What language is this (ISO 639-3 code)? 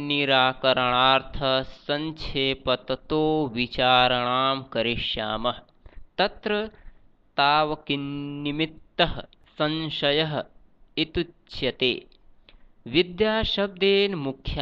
san